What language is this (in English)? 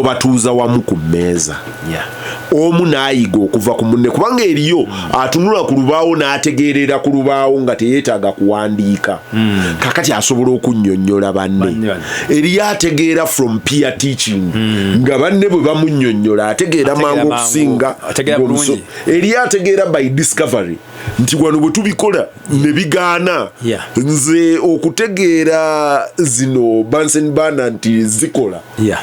Ganda